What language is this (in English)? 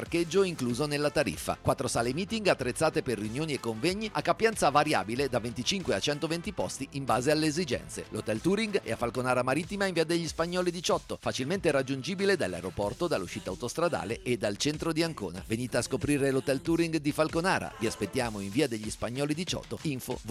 Italian